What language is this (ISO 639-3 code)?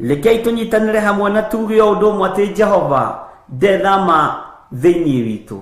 kik